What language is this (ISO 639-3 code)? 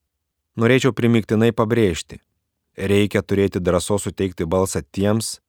lit